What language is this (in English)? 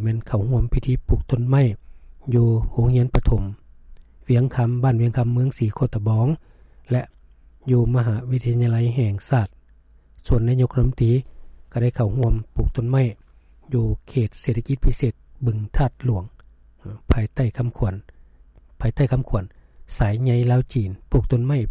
Lao